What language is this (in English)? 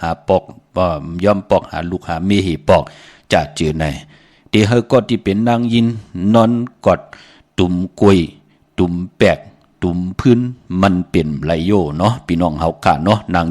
Shan